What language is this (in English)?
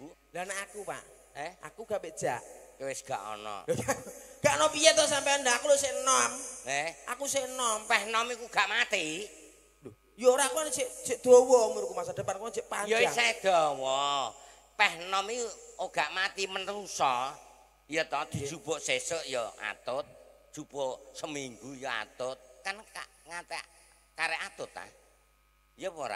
Javanese